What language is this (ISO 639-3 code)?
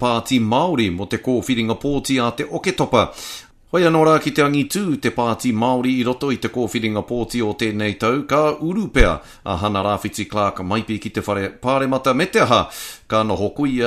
mri